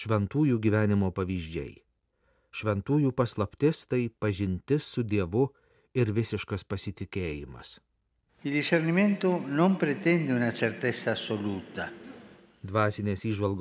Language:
Lithuanian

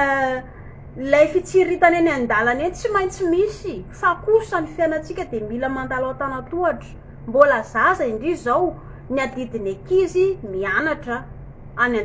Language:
Malagasy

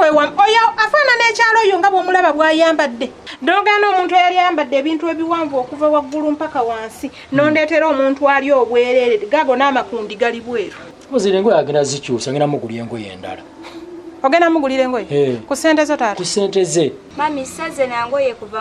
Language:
Ganda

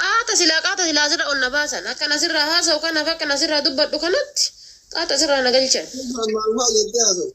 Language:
Oromo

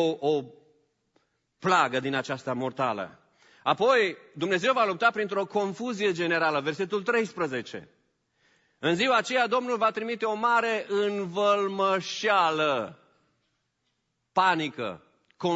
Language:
Romanian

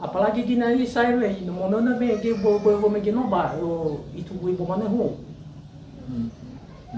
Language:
Nias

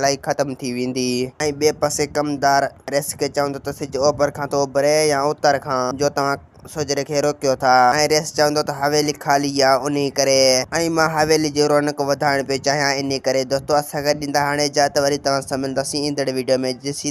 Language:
Sindhi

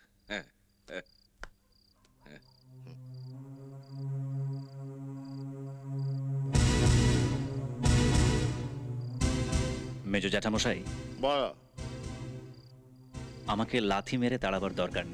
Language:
Bangla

